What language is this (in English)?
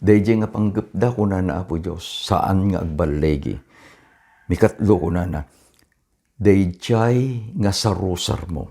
Iloko